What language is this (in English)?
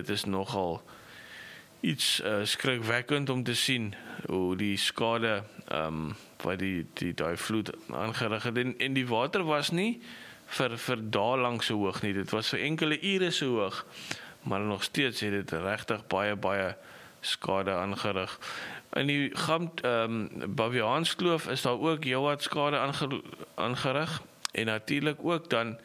Afrikaans